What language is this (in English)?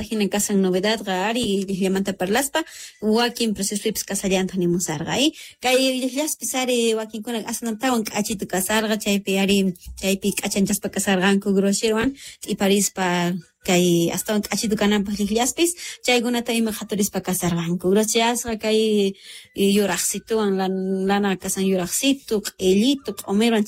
South Bolivian Quechua